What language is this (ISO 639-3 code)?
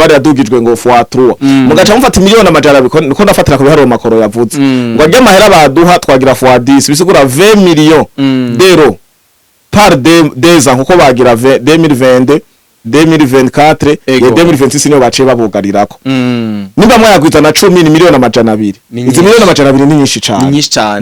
run